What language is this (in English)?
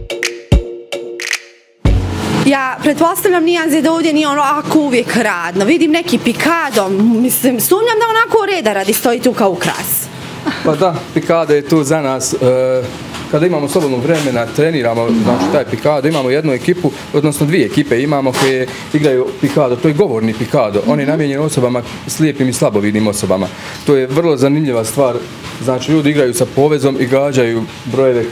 Bosnian